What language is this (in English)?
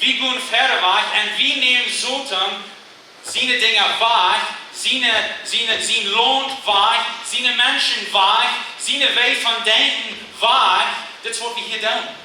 Plautdietsch